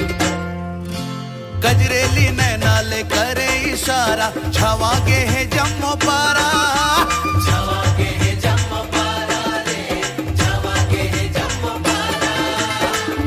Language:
Chhattisgarhi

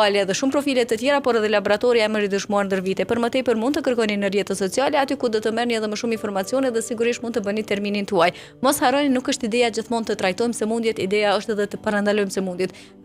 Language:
Albanian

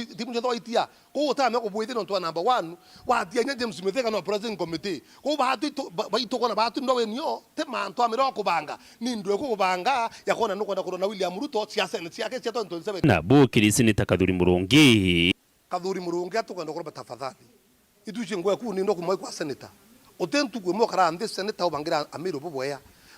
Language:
Meru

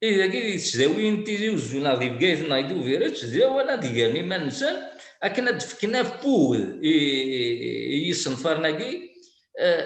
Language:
Kabyle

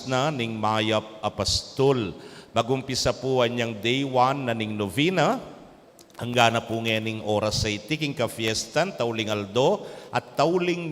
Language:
Pampanga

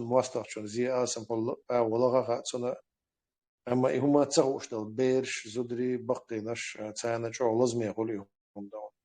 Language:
Chechen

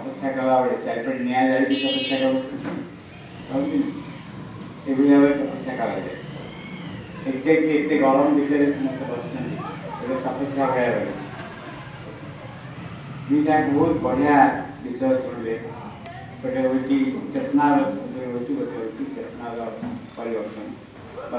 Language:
Odia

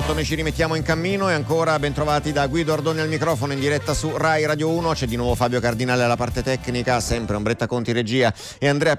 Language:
Italian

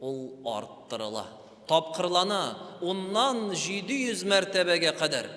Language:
Tatar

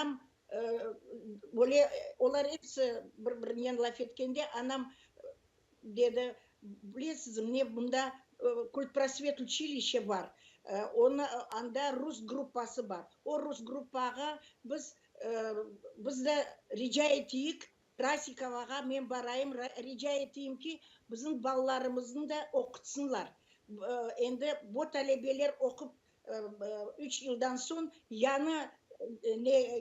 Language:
Crimean Tatar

